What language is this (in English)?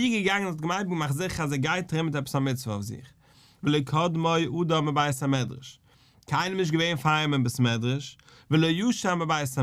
Yiddish